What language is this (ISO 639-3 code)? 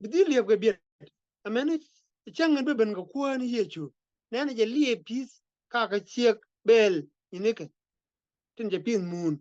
nus